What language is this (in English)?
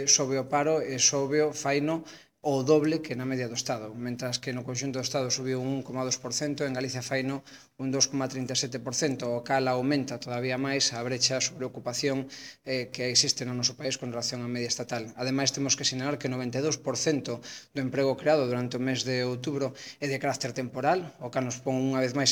Galician